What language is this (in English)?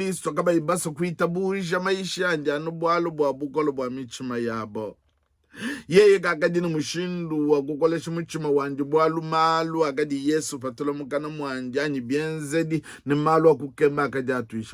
Luba-Lulua